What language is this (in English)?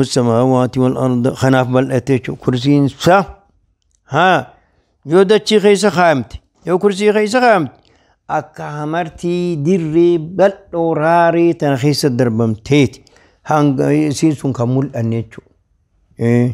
Oromo